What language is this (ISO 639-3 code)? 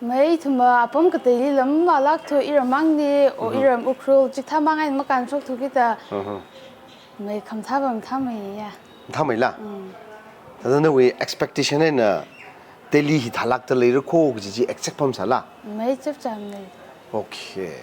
nmf